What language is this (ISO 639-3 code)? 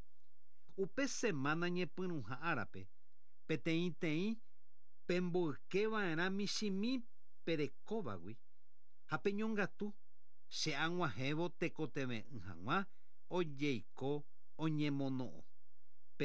grn